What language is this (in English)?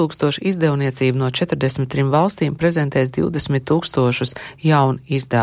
Latvian